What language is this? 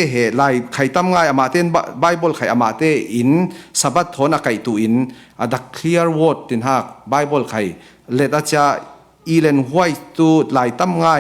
Falam Chin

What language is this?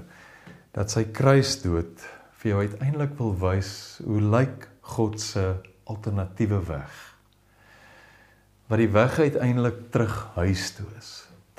Afrikaans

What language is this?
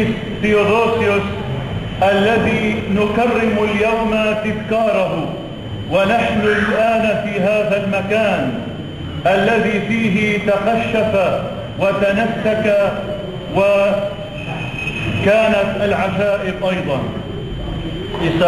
Greek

